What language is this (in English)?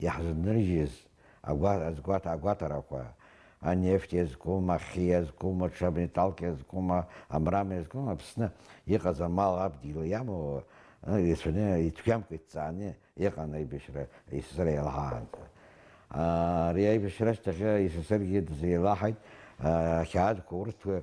Abkhazian